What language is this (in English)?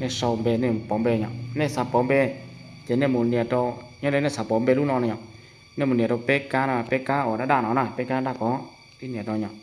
Hmong